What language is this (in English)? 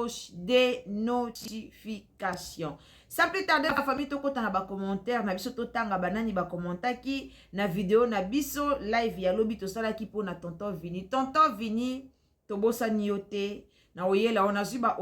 Lingala